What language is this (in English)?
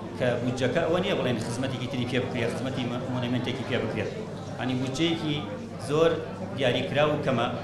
Central Kurdish